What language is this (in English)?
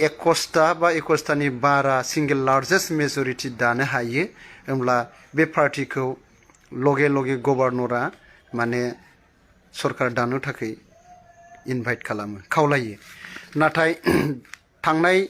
Bodo